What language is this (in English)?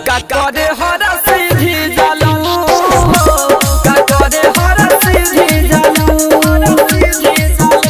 Bhojpuri